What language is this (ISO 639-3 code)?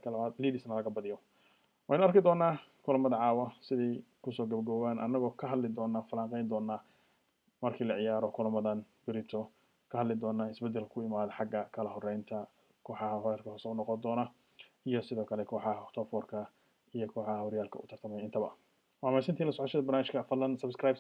som